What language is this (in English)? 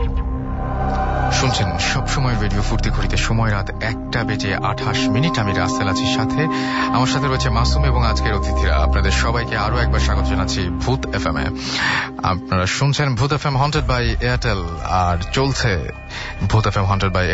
Bangla